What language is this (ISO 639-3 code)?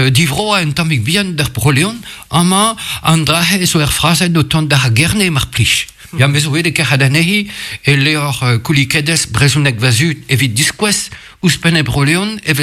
bre